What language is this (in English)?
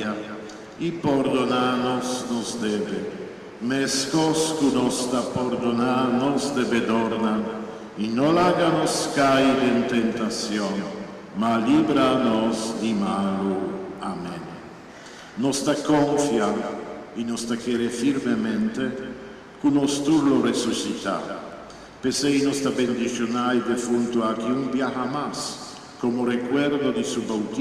Papiamento